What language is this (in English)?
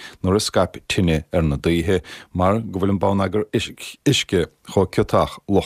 Irish